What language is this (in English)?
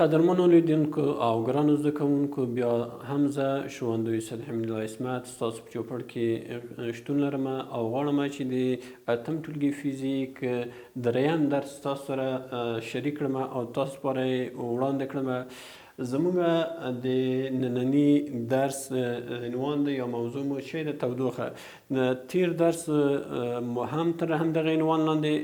Pashto